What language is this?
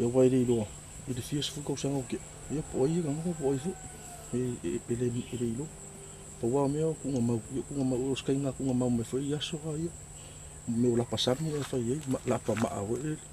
Samoan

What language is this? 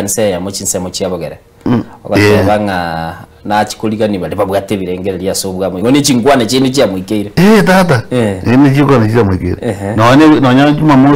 Gusii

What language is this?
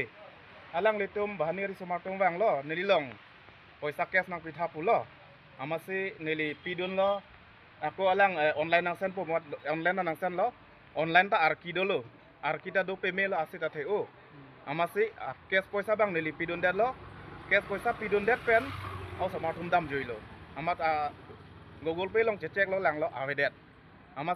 Karbi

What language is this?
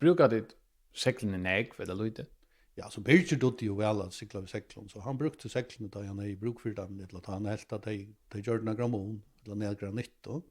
Faroese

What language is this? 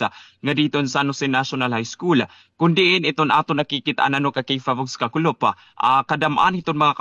Waray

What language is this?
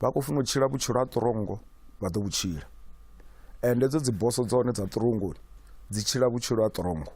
Venda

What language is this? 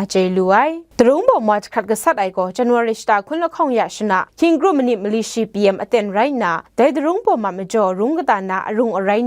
Kachin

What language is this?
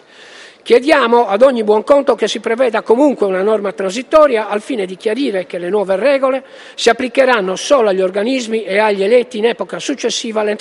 Italian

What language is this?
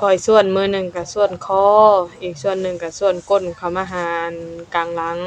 Northeastern Thai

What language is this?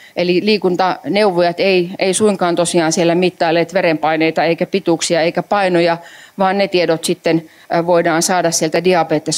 Finnish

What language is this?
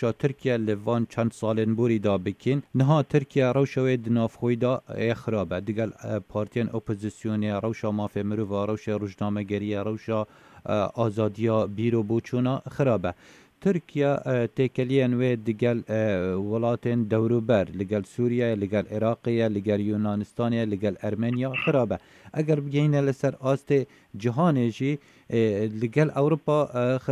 Kurdish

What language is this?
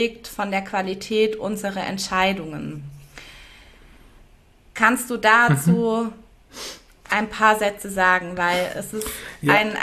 German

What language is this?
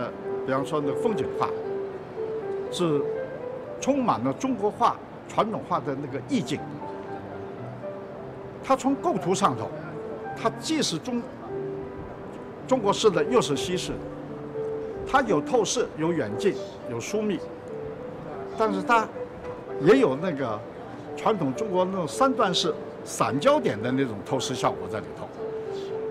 Chinese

